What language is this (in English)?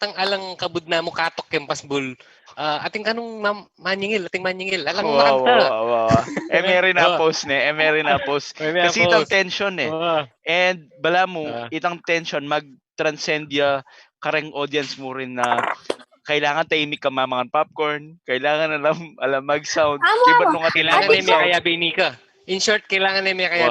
Pampanga